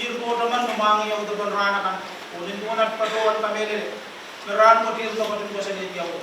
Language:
Pohnpeian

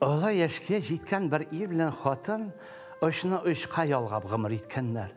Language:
Tatar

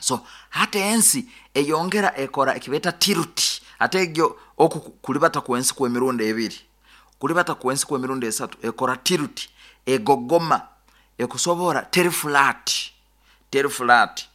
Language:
Nyoro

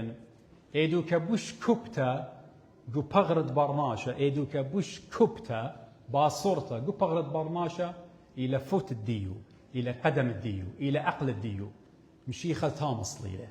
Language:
Assyrian Neo-Aramaic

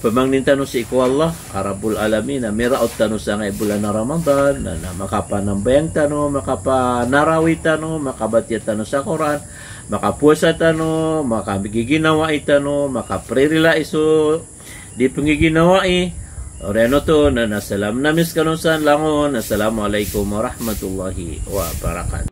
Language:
Maranao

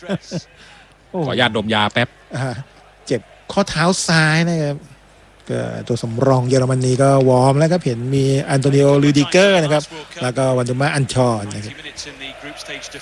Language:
Thai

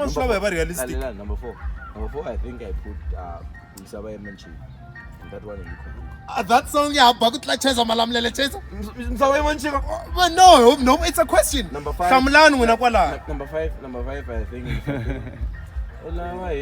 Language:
Tsonga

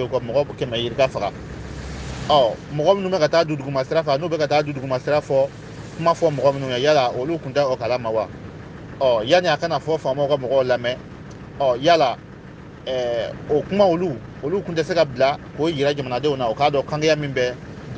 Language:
Bambara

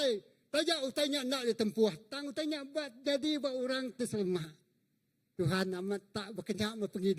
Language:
Iban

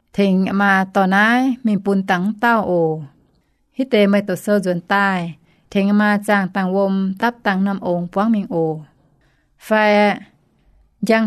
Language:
Iu Mien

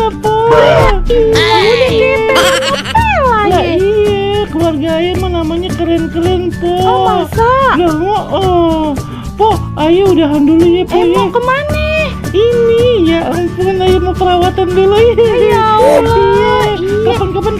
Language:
Betawi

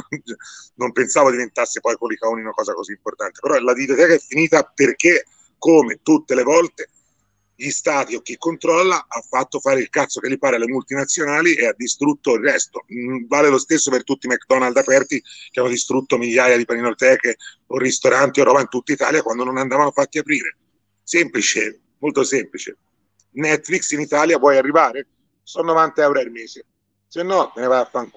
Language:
Italian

